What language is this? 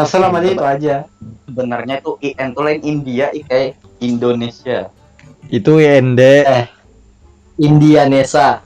Banjar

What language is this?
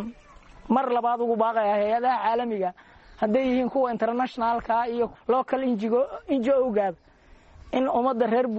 Somali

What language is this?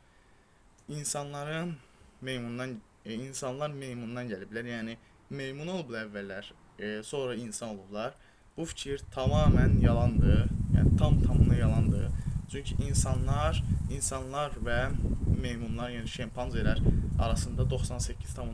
Azerbaijani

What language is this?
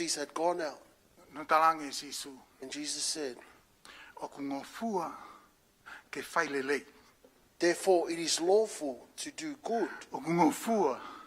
Tongan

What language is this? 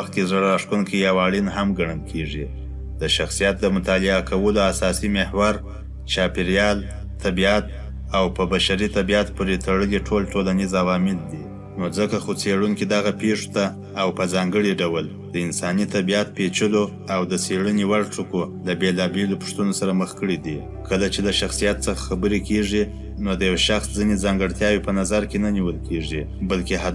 Pashto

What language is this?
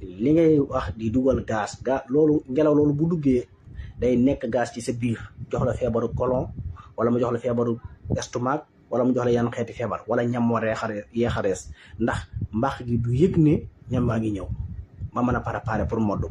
Wolof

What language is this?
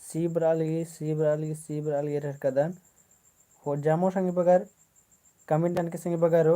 Kurukh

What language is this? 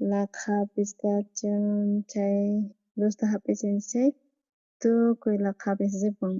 South Bolivian Quechua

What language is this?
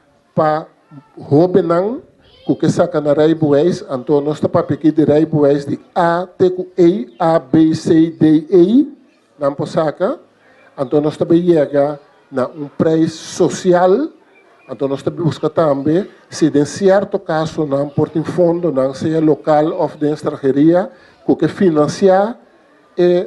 Papiamento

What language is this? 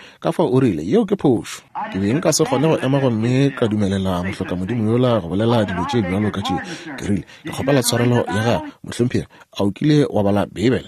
Northern Sotho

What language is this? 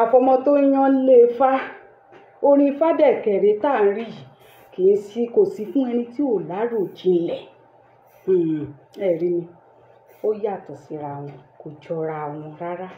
Yoruba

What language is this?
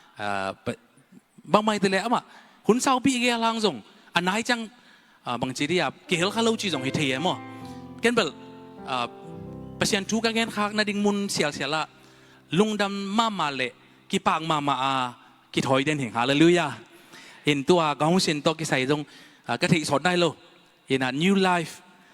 Tedim Chin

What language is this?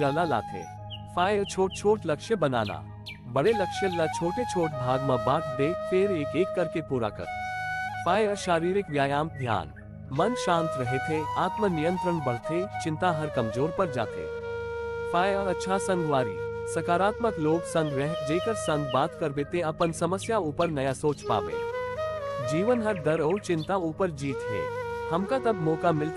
Chhattisgarhi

